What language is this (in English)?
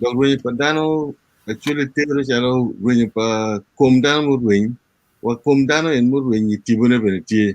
Acoli